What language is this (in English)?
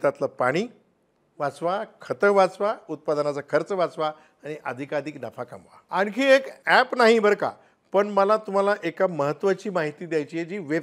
Marathi